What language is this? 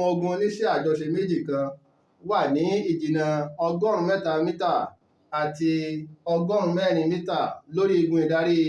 Yoruba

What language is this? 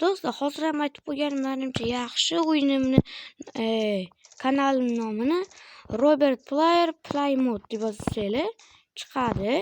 Uzbek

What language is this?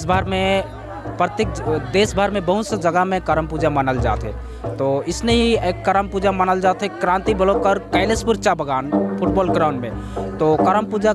Sadri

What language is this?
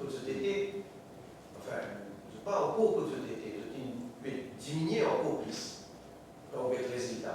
Morisyen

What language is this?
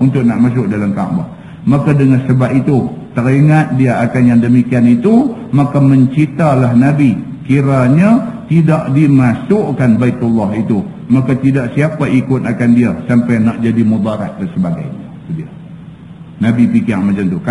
Malay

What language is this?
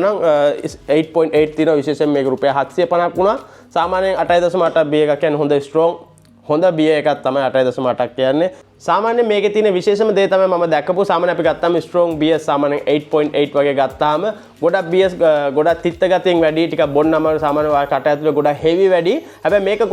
Sinhala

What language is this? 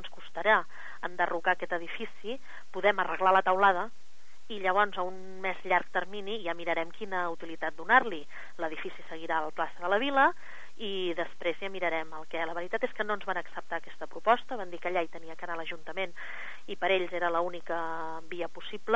Catalan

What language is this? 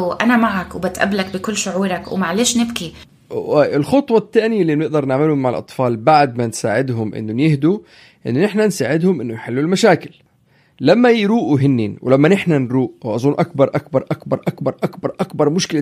North Levantine Arabic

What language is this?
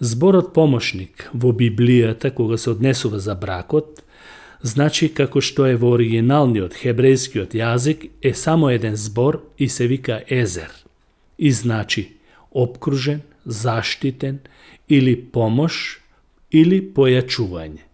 Macedonian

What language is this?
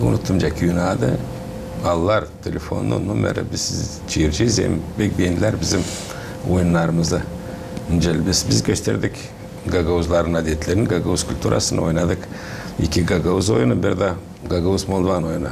Gagauz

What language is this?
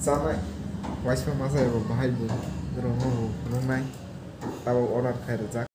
Kok Borok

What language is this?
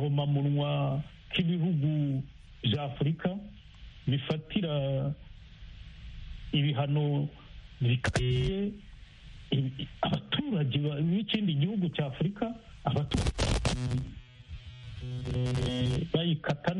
Kinyarwanda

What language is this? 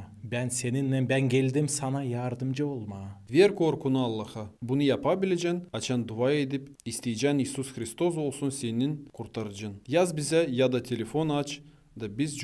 Gagauz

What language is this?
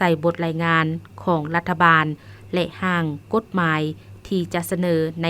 Lao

